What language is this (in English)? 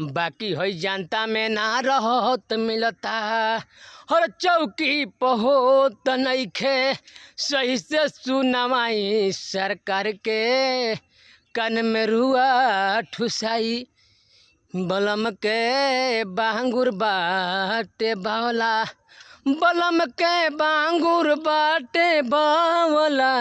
Bhojpuri